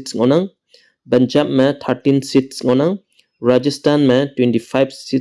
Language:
Konyak Naga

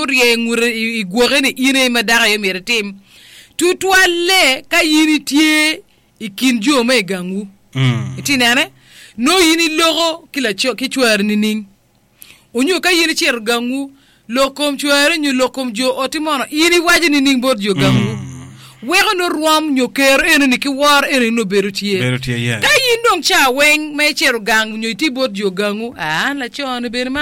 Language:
Acoli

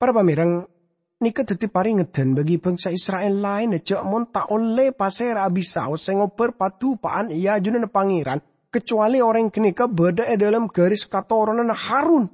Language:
Madurese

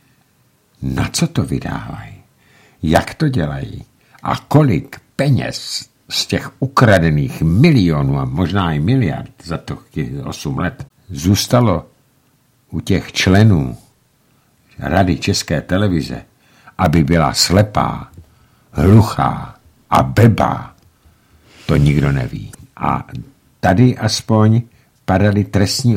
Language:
Czech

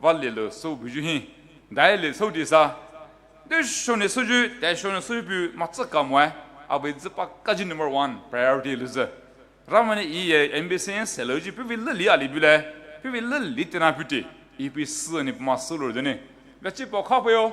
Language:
Poumei Naga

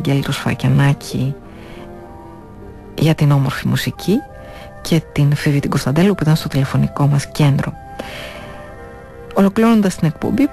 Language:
Greek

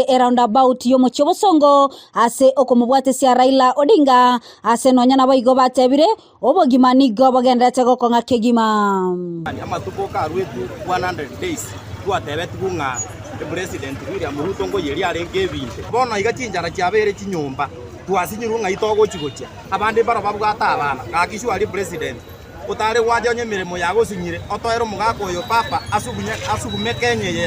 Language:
Gusii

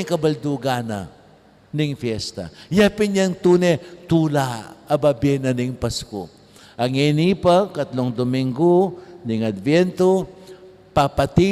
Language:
Pampanga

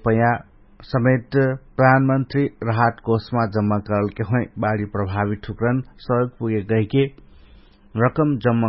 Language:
Dangaura Tharu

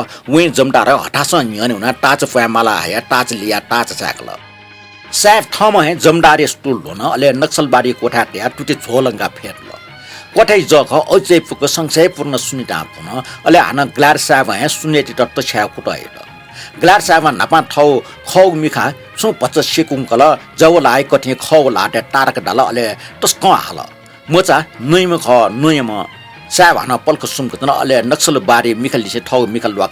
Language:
Newari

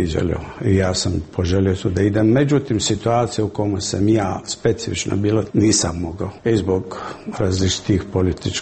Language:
Serbian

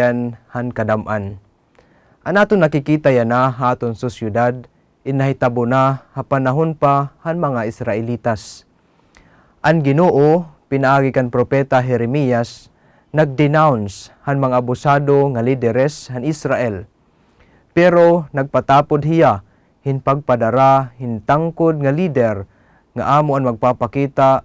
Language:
Waray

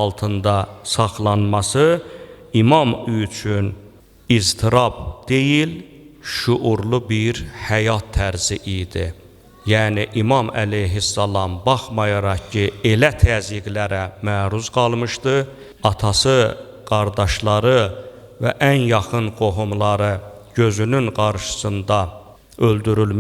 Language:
Azerbaijani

